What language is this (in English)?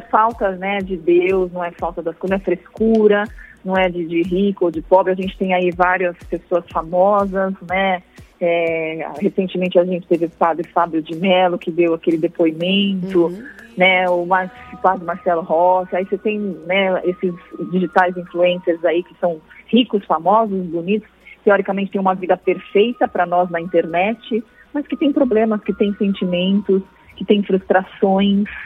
Portuguese